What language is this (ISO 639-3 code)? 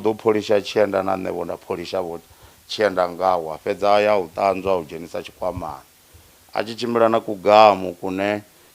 ven